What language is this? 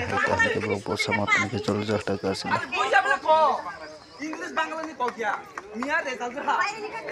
Kok Borok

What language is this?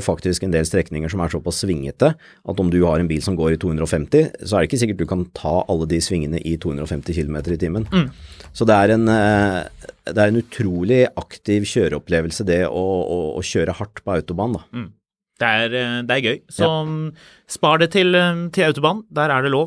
Norwegian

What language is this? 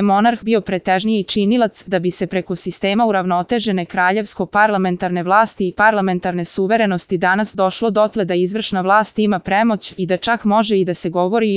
Serbian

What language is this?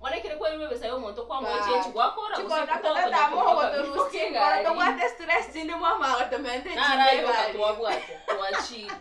Gusii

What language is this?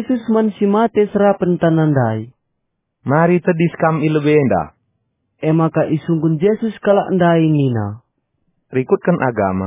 Batak Karo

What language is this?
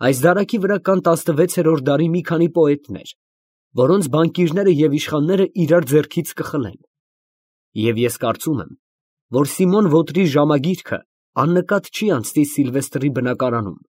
Armenian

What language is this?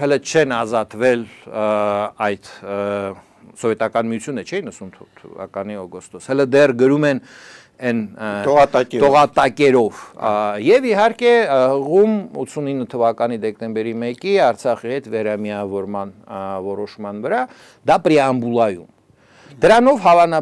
Armenian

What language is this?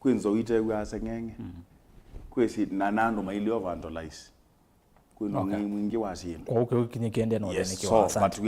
Kamba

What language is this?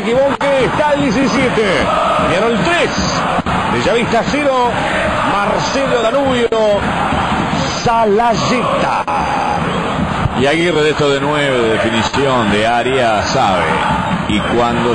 Spanish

